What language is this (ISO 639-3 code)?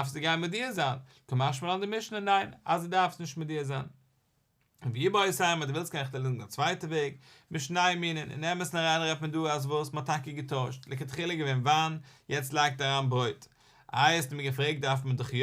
yid